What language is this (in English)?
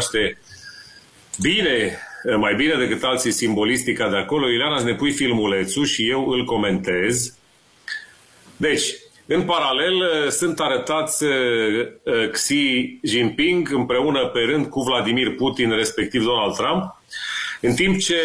Romanian